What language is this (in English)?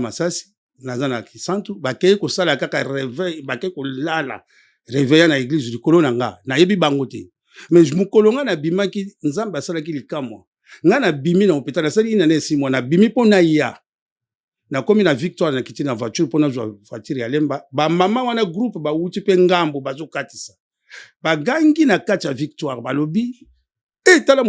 Lingala